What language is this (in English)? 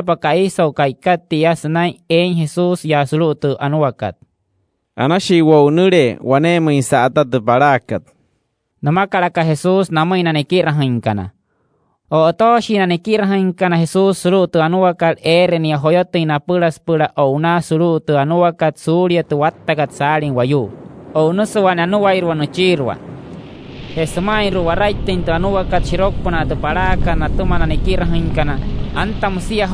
Wayuu